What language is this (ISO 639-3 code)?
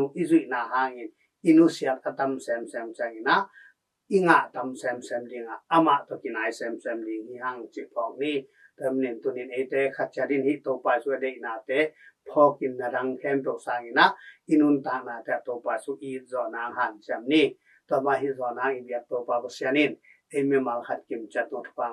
ctd